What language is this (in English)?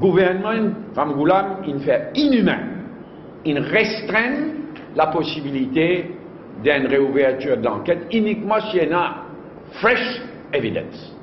Morisyen